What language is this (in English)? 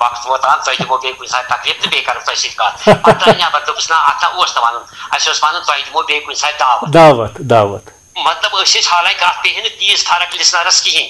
Kashmiri